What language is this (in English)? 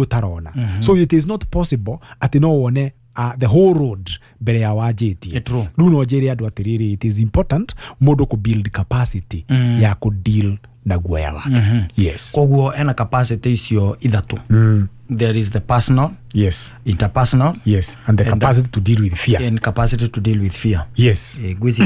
Kikuyu